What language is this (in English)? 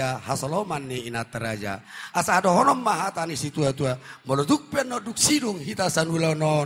Batak Toba